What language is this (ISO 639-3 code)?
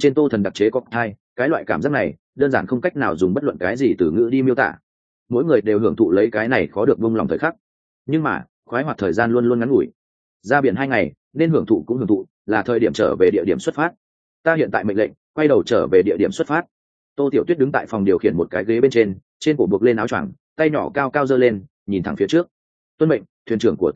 vie